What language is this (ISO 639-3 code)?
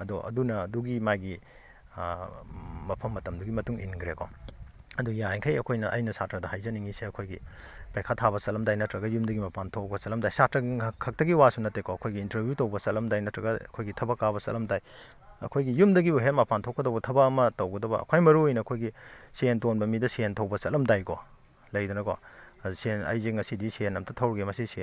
mni